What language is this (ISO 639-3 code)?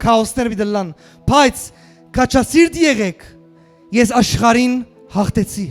hyw